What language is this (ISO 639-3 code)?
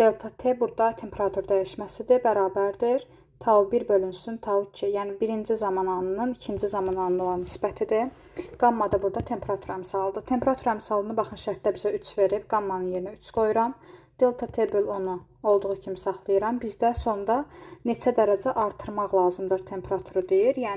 aze